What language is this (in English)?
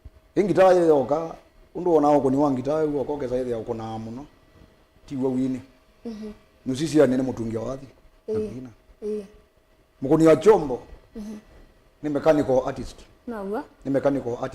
Kamba